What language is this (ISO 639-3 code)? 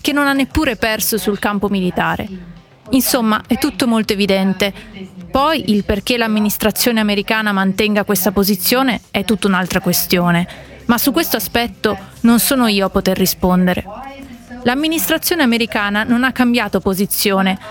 ita